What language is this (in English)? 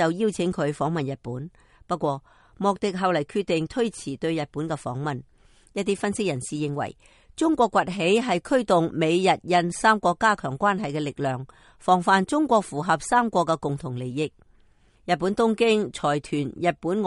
Cantonese